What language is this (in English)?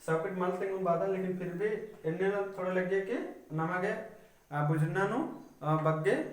Kurukh